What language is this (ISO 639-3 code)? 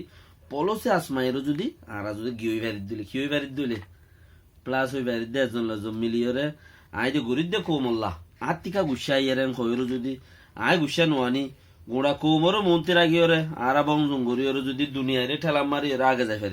rhg